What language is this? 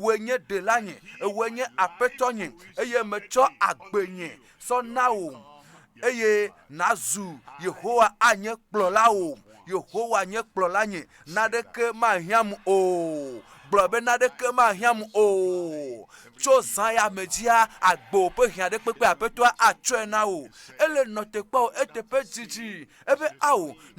Ewe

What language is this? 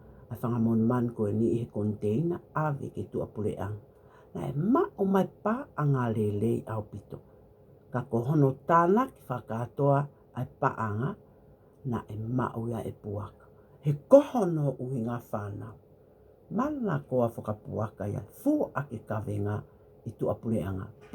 Tongan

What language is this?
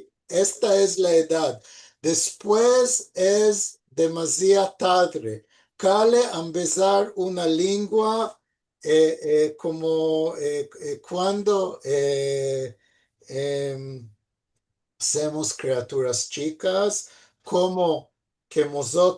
Ladino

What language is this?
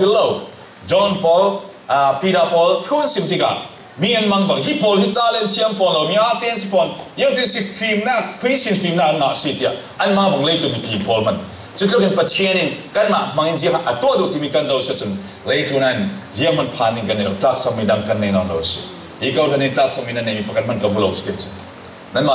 Falam Chin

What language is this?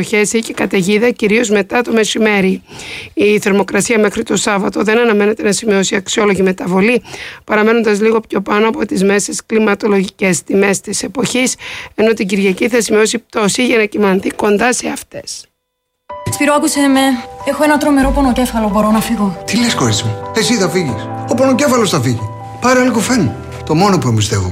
Greek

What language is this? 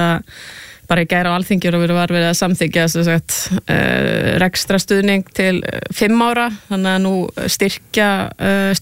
Icelandic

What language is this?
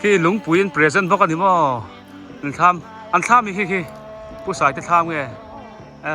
Biete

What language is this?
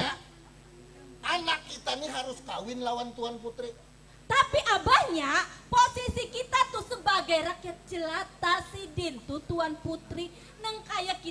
Banjar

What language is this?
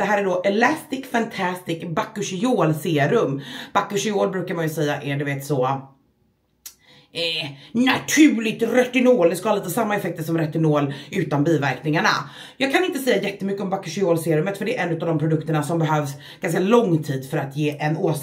Swedish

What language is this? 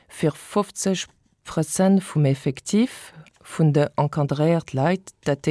Luxembourgish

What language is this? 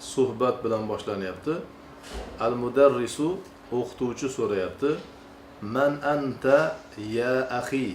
Uzbek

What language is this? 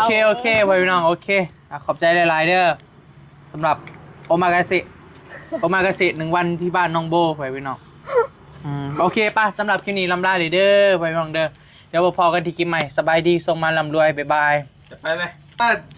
Northeastern Thai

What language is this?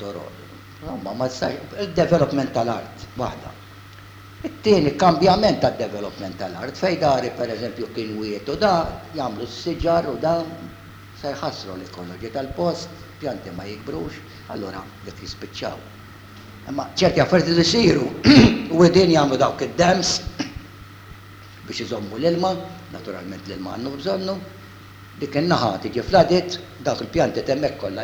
Maltese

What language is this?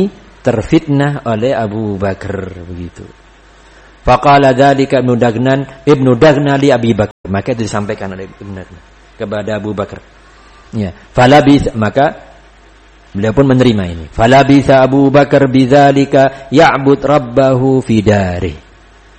Indonesian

